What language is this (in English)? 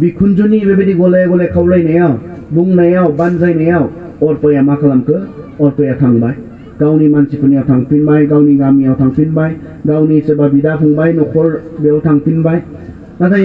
Bodo